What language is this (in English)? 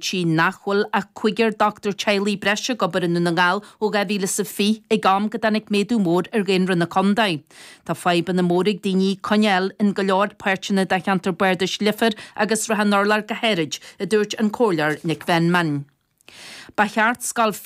Irish